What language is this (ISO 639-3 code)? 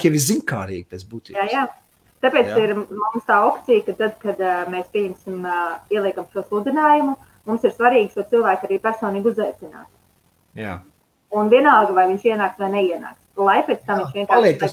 lav